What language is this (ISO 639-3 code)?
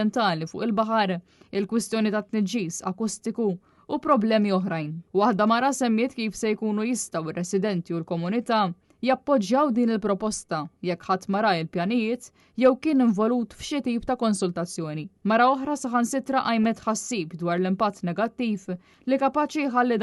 mlt